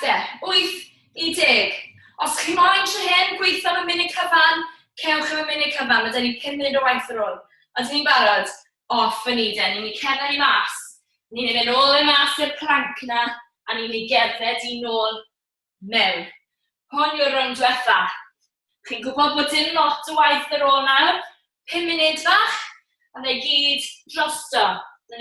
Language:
Welsh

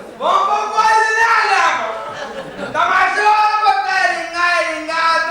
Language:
Papiamento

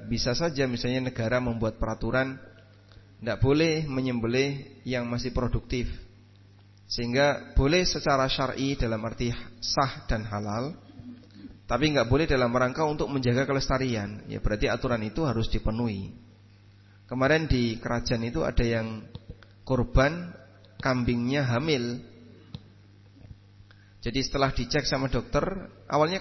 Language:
Indonesian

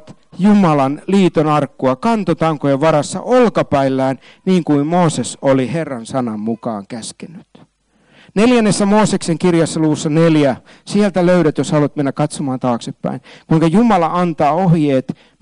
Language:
Finnish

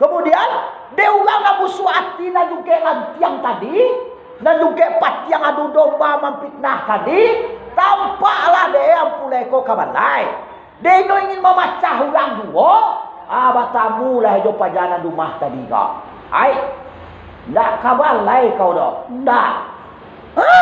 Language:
Minangkabau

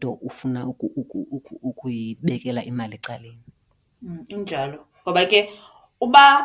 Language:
Xhosa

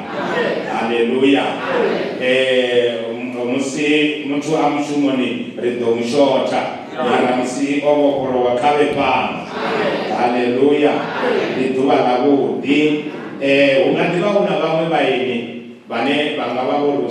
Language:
Venda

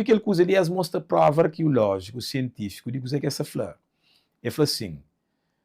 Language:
Kabuverdianu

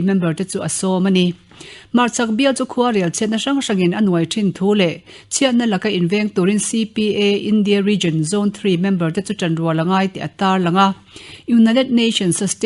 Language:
Mizo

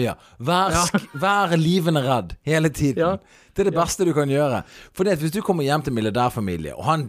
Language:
Norwegian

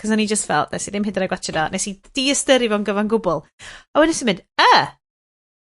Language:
Welsh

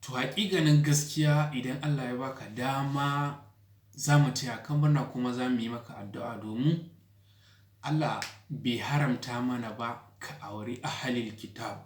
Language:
Hausa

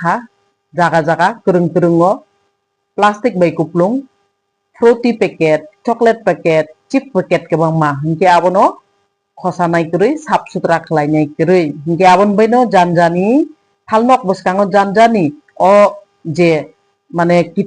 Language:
Kok Borok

